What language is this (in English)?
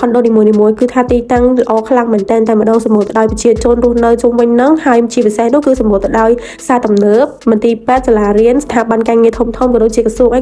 Khmer